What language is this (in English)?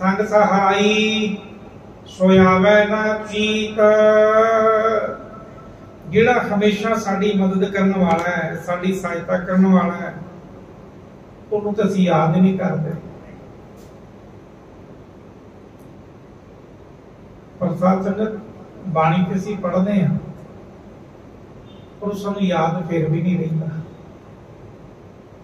Punjabi